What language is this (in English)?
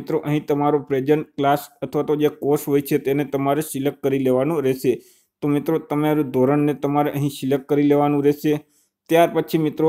Gujarati